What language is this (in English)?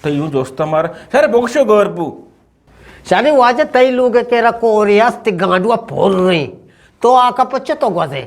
Eastern Balochi